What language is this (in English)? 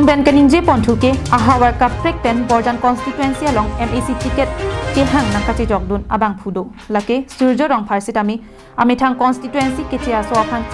Karbi